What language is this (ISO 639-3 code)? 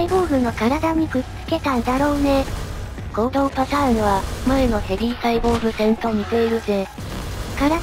jpn